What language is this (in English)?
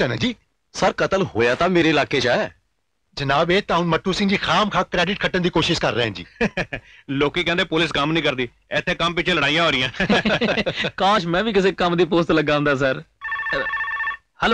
Punjabi